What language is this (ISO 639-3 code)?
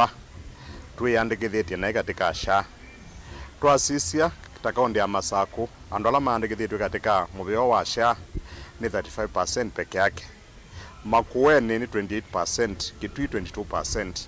kam